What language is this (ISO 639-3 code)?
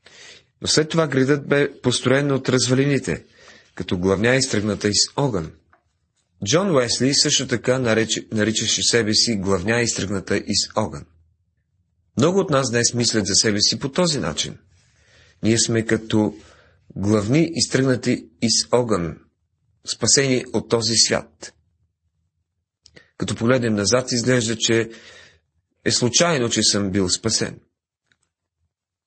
bul